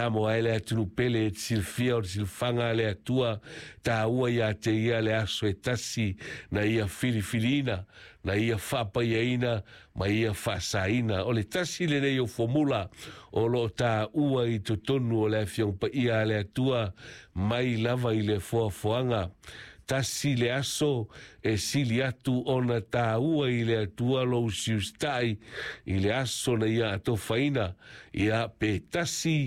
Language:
Samoan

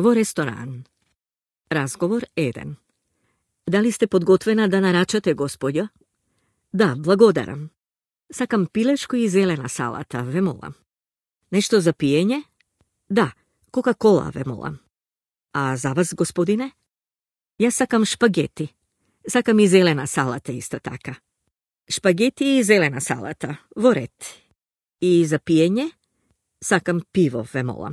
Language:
Macedonian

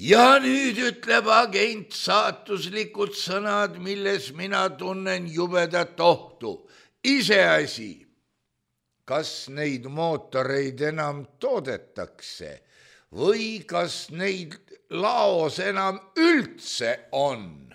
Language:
Estonian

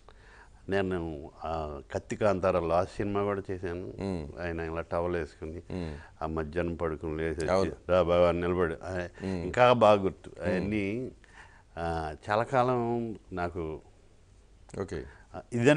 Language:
Telugu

